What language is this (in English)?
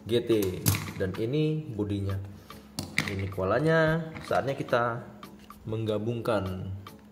Indonesian